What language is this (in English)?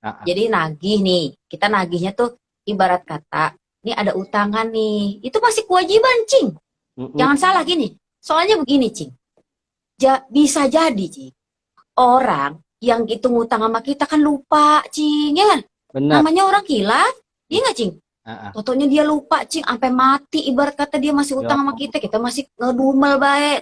Betawi